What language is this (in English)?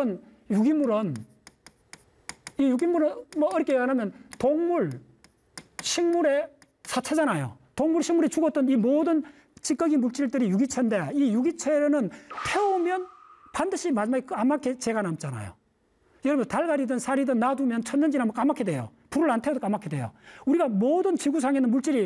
Korean